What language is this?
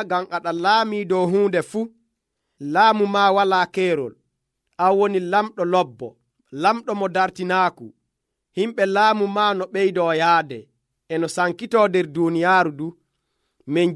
Nigerian Fulfulde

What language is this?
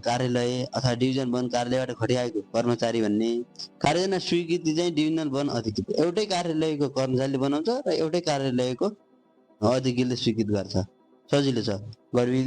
Nepali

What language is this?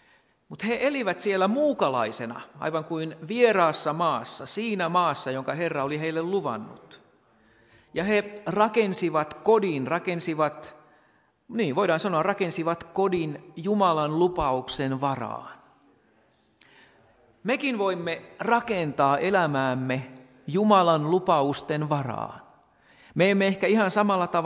Finnish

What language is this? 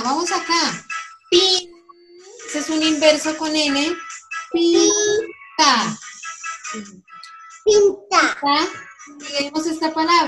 Spanish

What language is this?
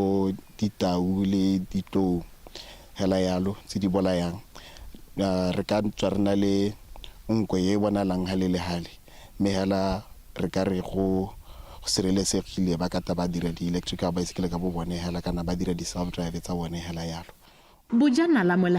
Tswana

